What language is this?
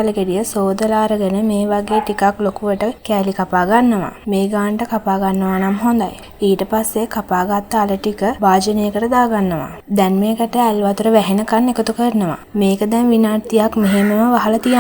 Sinhala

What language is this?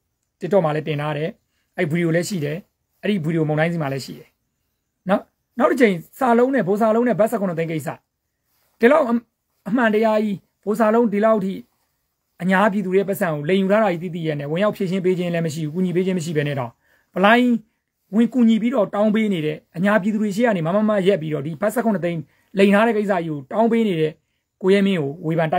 Burmese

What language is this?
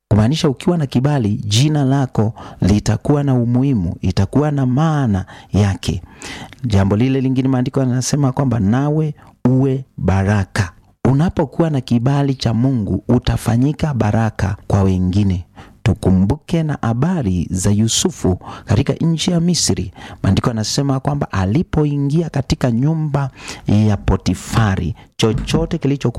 Swahili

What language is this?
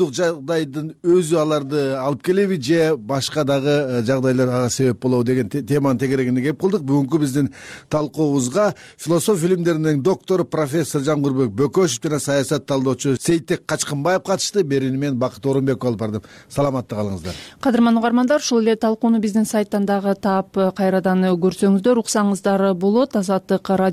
Kyrgyz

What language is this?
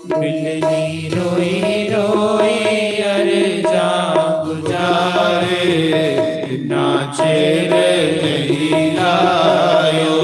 Dogri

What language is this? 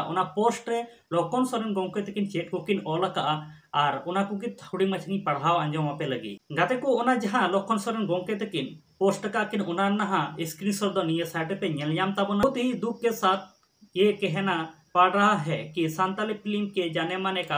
Santali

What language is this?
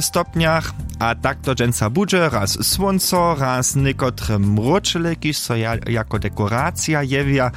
Upper Sorbian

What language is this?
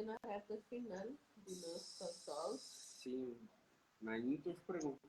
Kabuverdianu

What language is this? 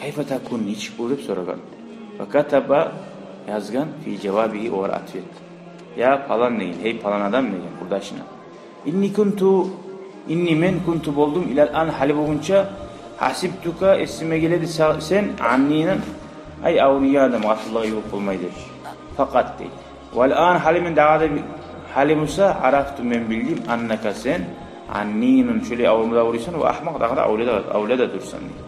Kumyk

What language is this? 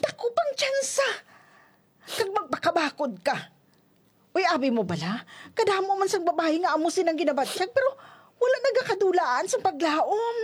Hiligaynon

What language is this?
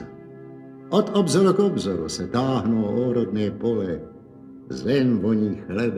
Czech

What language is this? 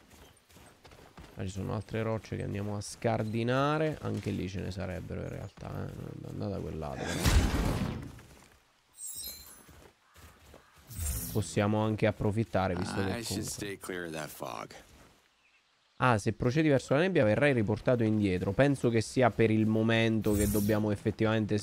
Italian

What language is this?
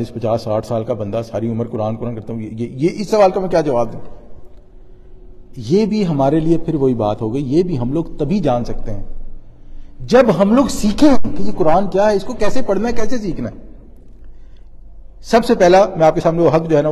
Urdu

